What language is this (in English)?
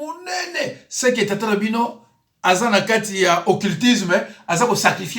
Lingala